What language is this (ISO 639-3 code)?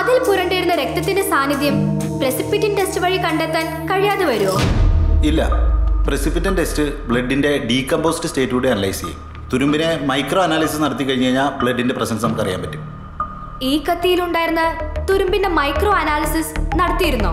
mal